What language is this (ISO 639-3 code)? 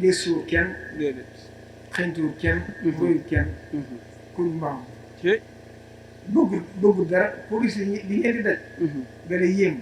wol